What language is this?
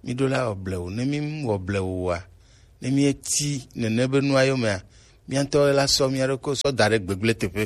Gen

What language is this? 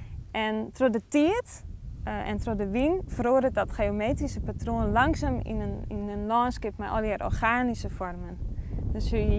Western Frisian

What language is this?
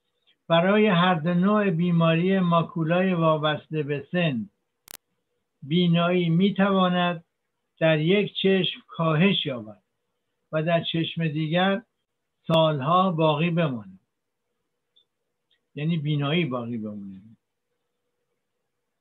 Persian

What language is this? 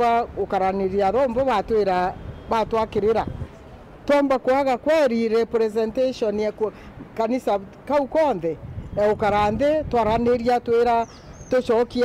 Meru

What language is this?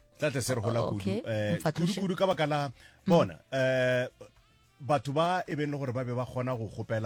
Northern Sotho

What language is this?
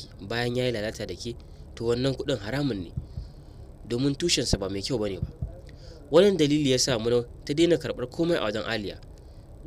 Hausa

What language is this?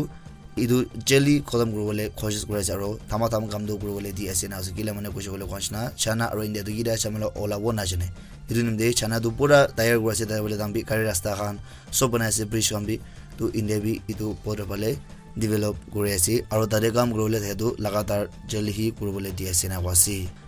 Naga Pidgin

